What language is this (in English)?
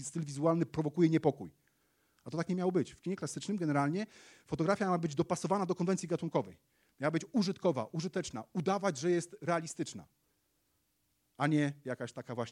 Polish